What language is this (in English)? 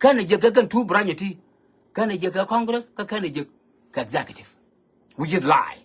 Nuer